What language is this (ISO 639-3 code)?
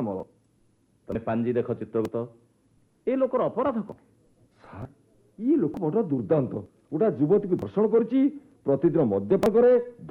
ori